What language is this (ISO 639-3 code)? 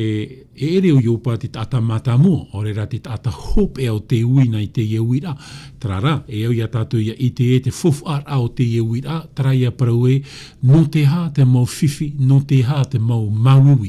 tah